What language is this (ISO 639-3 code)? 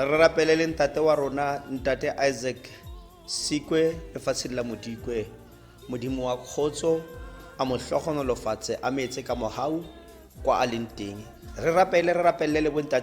tsn